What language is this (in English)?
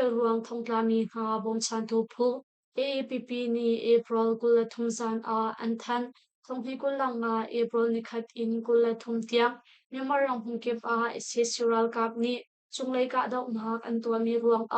Hakha Chin